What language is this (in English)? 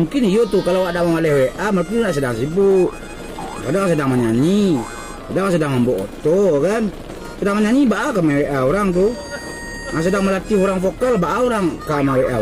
Minangkabau